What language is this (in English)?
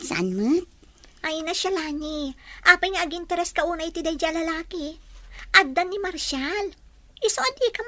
Iloko